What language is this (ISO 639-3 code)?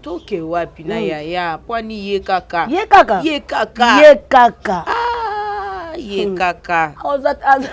lin